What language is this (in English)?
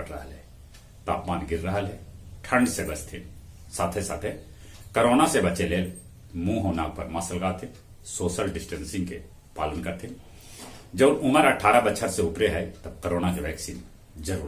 Magahi